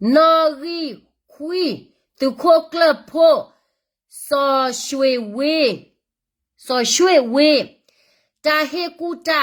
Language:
S'gaw Karen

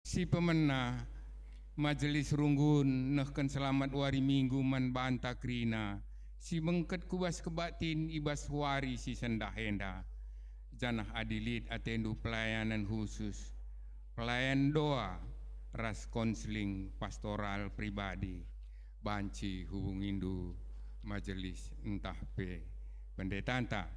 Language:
Batak Karo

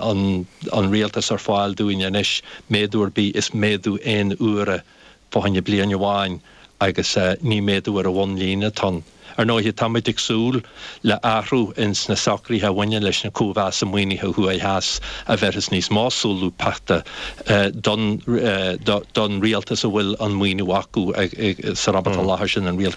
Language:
Irish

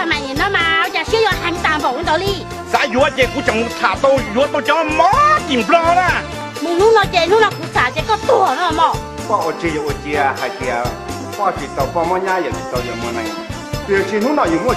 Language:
Hmong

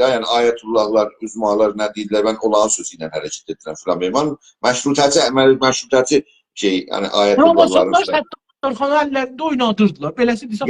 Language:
South Azerbaijani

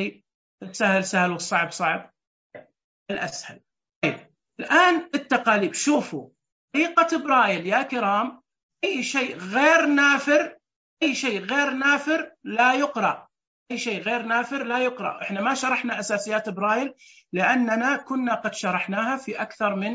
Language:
Najdi Arabic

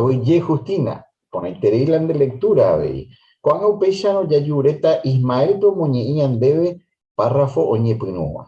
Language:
Guarani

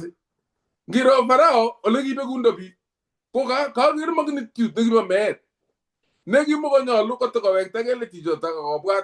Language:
Kalenjin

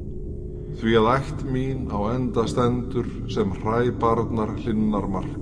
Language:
Icelandic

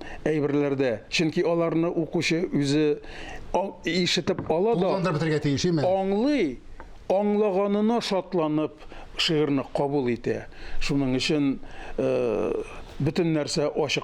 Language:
Tatar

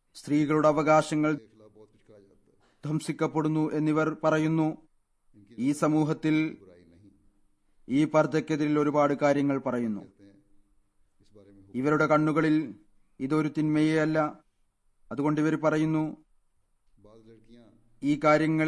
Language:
Malayalam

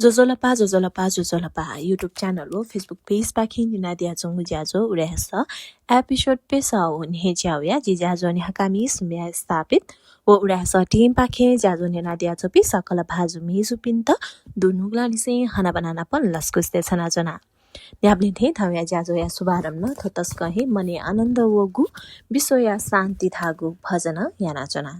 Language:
Newari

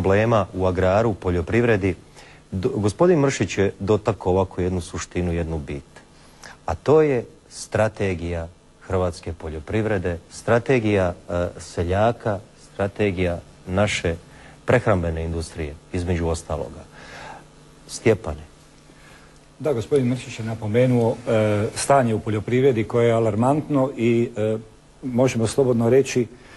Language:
Croatian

